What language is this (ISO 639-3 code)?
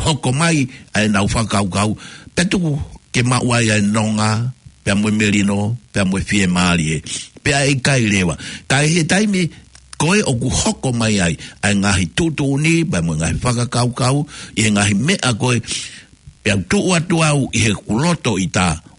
ton